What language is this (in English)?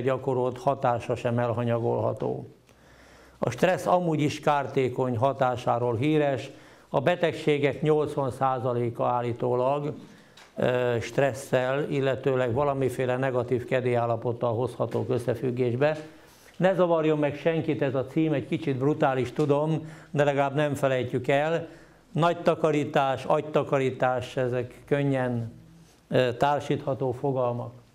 Hungarian